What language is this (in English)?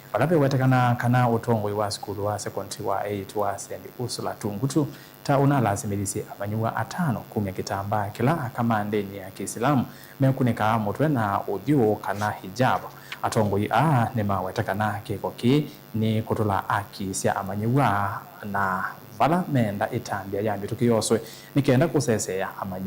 Kamba